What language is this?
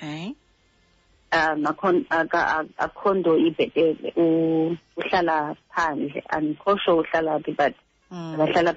Xhosa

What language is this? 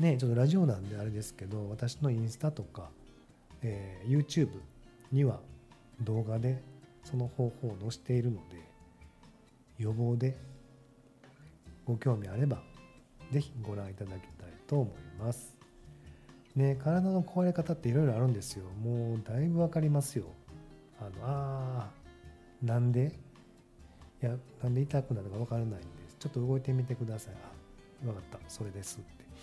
Japanese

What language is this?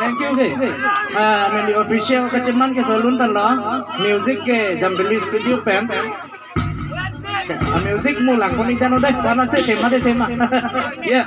Karbi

